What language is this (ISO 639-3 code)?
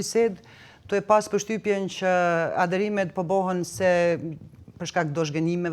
sqi